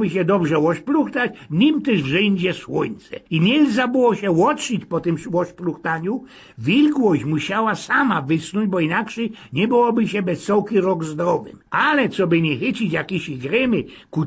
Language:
Silesian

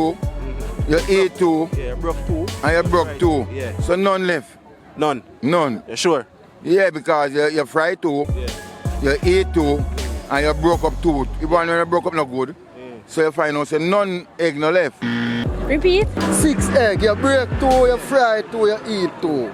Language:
Jamaican Creole English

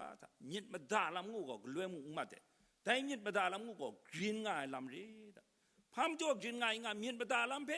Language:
Kachin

